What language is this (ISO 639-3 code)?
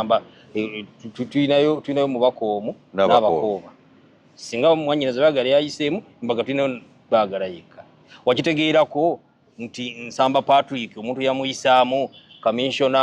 lug